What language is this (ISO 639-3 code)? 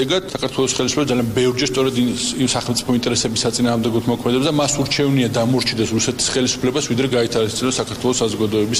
kat